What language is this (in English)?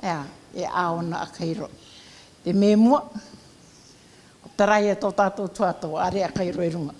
Rarotongan